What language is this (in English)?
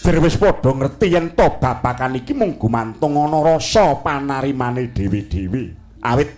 Javanese